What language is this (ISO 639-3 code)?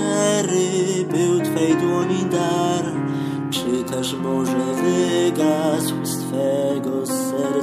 pol